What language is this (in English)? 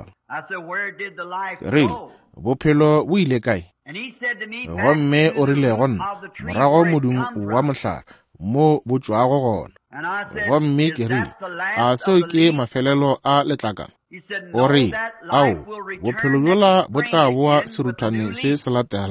Northern Sotho